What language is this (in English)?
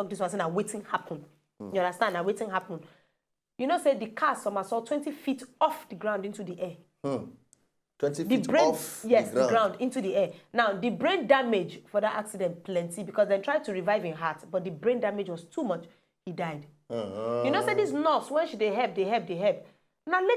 Nigerian Pidgin